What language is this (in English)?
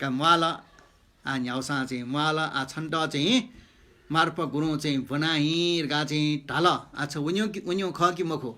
Newari